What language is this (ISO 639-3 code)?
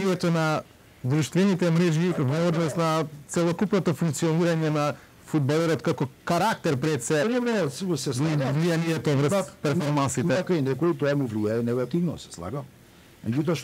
mkd